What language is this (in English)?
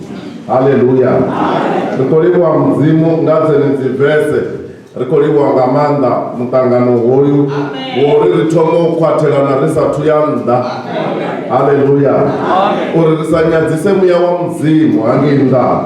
Venda